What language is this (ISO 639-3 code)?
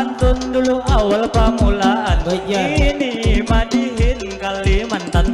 bjn